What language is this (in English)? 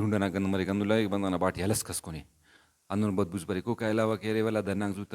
Brahui